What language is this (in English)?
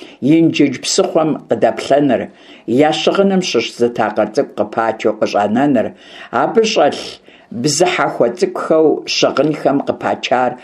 Kabardian